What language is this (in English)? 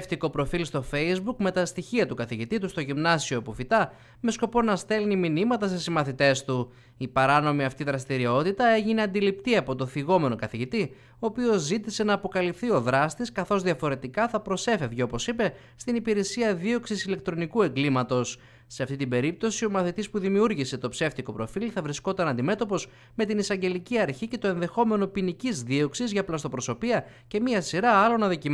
Greek